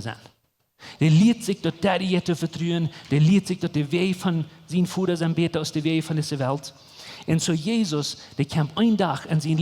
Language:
Plautdietsch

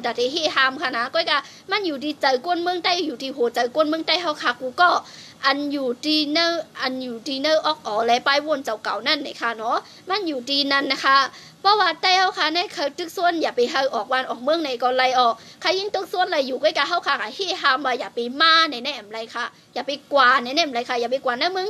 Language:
Shan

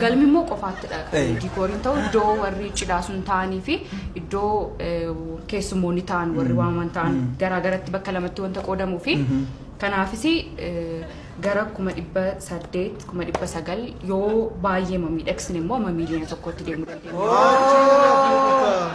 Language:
Oromo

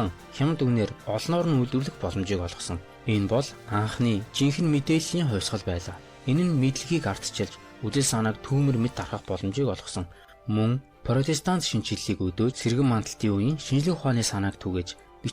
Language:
Mongolian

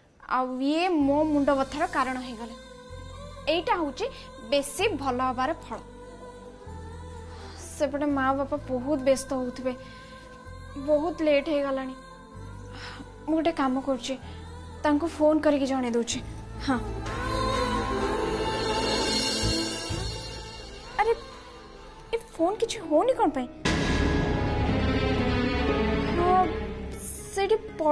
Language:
Odia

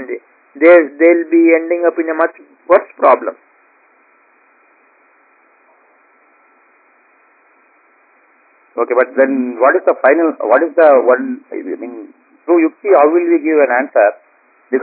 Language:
Kannada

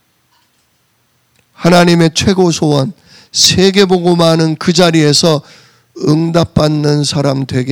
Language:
Korean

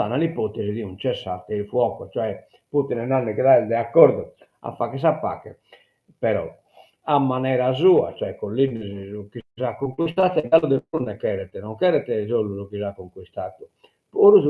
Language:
Sardinian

